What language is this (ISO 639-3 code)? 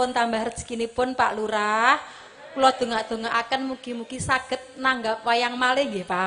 jav